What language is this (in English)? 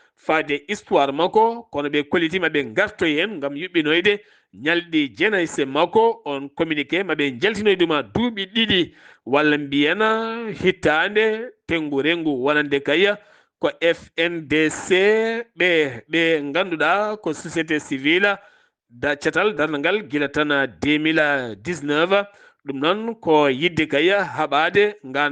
Fula